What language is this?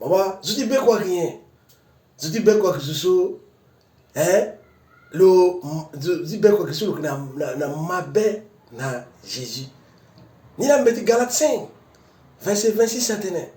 Sango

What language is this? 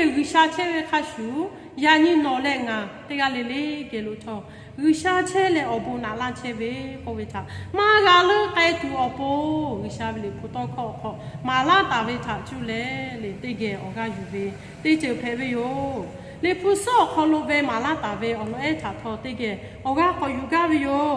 Lahu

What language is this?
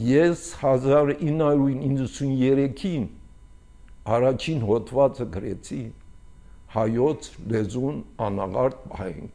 Armenian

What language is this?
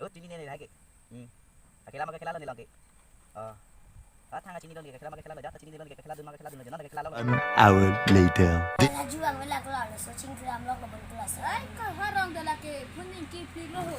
Karbi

